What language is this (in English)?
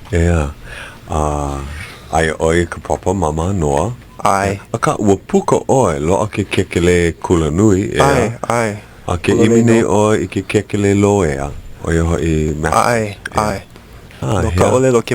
Hawaiian